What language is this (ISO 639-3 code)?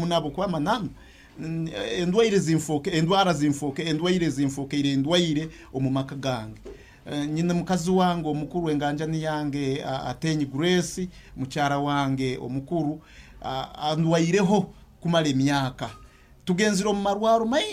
nyo